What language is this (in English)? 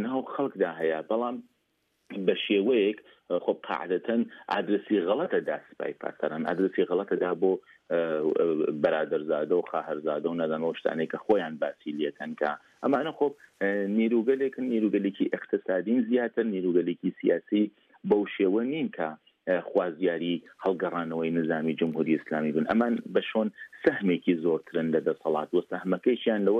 Central Kurdish